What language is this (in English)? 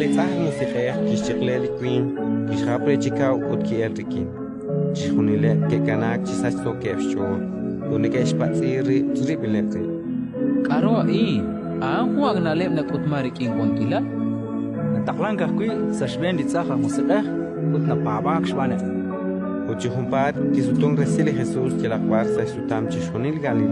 Kekchí